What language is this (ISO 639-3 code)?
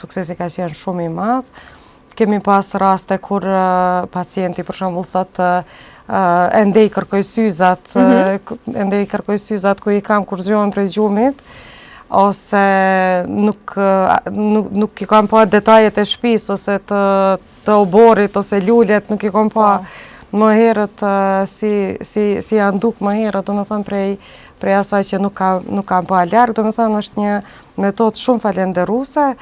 sqi